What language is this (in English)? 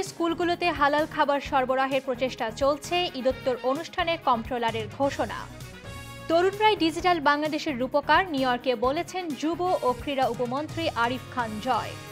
Bangla